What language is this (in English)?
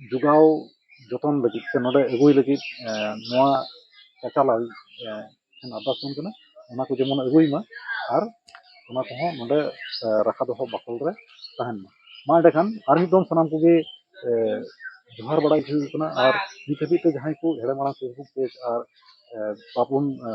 Santali